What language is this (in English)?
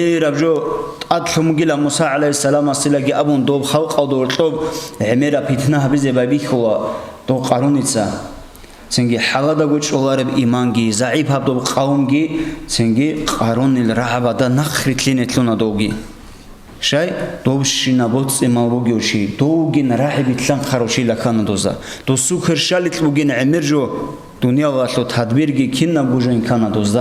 Avaric